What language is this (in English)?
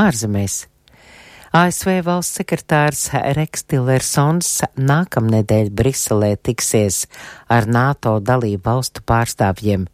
Latvian